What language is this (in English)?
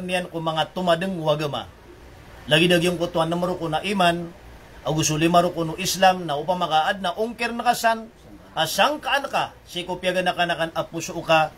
Maranao